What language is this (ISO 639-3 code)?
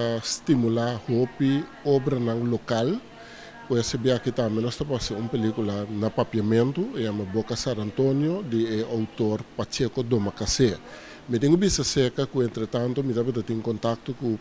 pap